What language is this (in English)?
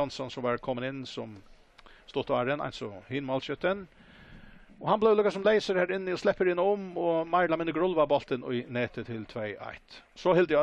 Faroese